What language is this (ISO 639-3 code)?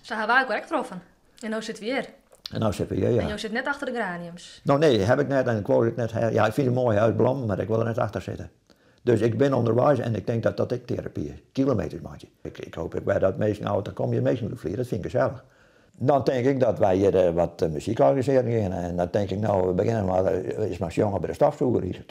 fry